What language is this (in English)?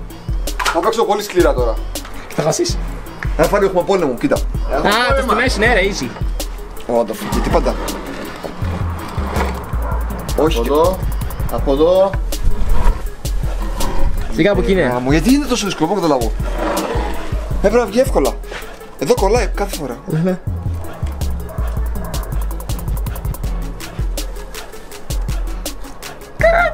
Greek